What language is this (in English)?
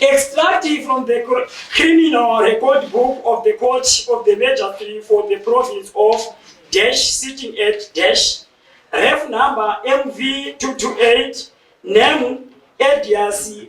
Shona